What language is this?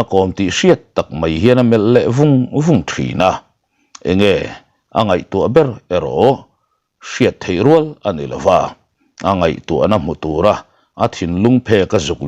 Mizo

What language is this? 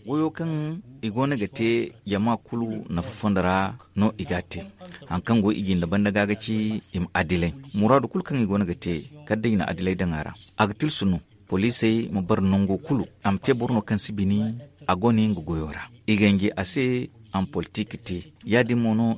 Zarma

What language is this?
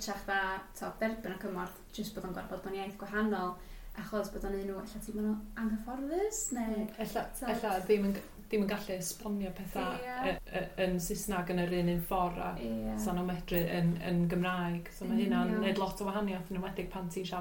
Welsh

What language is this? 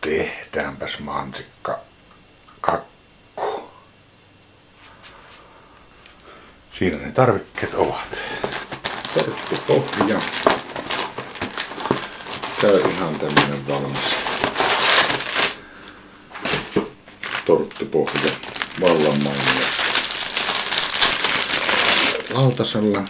Finnish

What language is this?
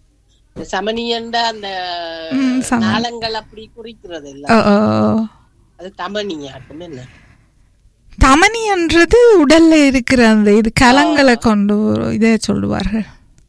Tamil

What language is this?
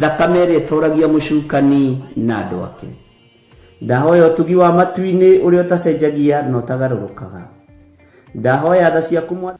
Kikuyu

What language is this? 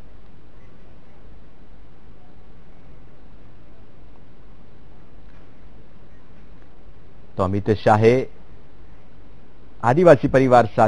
Gujarati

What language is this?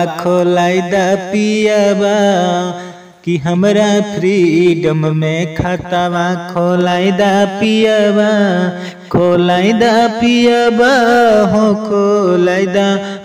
Bhojpuri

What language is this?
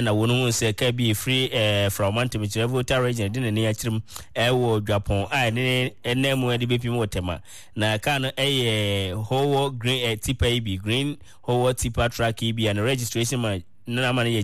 Akan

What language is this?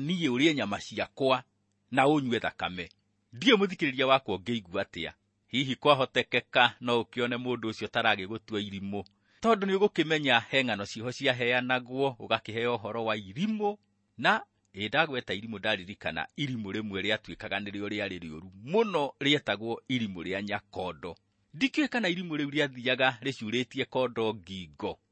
Kikuyu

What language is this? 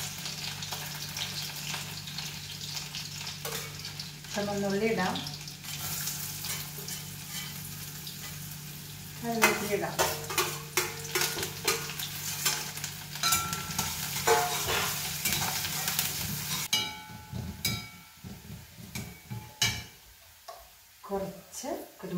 Malayalam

